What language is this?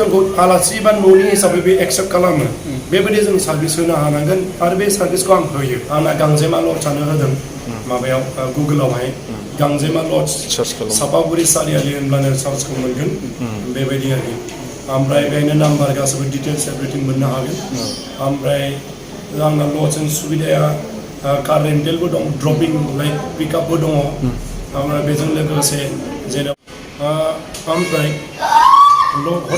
Bodo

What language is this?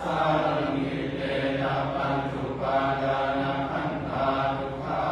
Pali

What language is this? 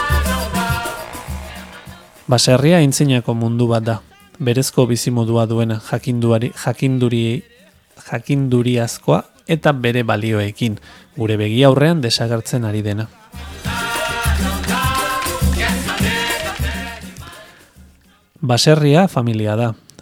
Basque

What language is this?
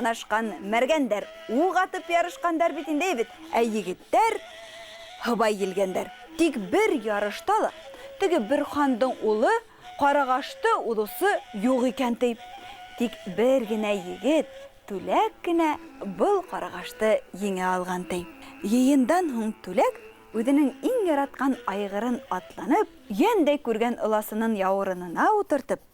Bashkir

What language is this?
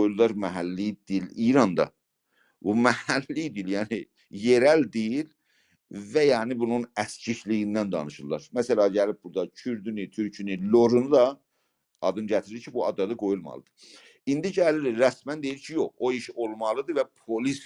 South Azerbaijani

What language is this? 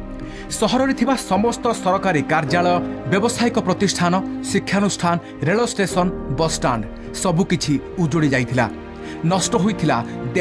Odia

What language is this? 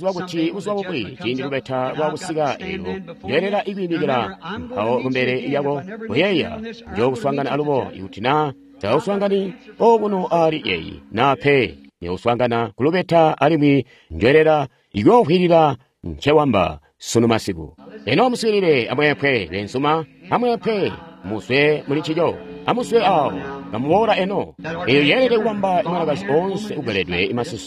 Tonga (Zambia)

